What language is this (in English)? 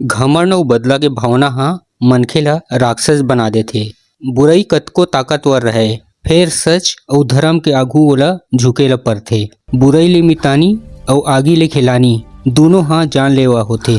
Chhattisgarhi